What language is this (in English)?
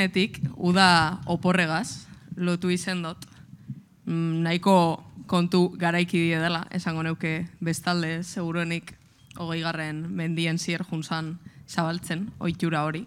Basque